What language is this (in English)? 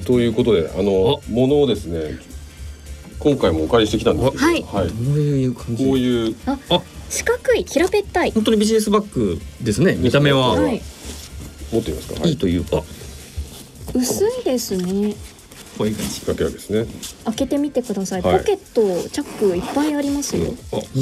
Japanese